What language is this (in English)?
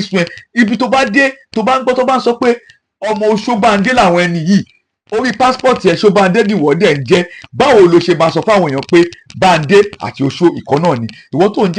Yoruba